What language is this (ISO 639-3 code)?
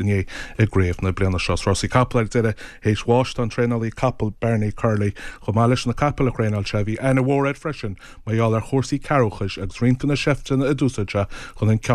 gle